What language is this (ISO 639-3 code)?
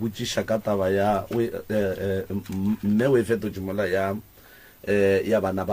nso